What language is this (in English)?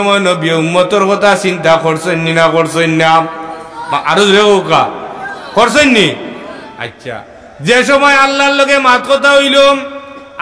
Sylheti